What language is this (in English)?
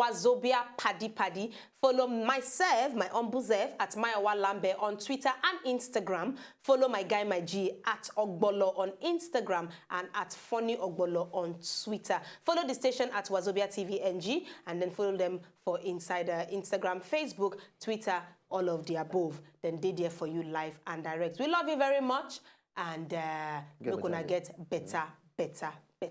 Nigerian Pidgin